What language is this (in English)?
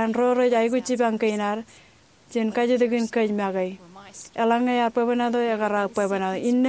Marshallese